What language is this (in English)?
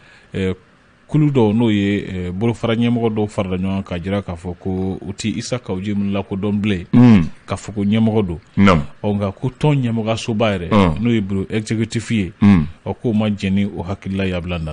Bambara